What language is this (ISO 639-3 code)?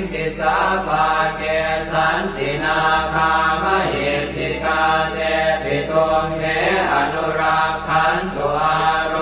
pli